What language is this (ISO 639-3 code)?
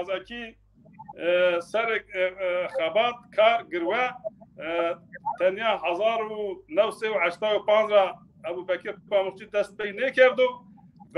zza